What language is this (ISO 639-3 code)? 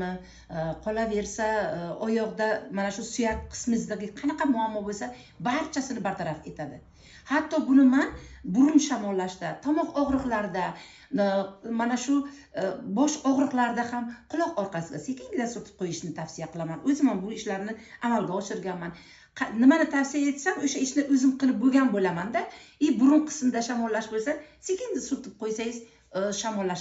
uzb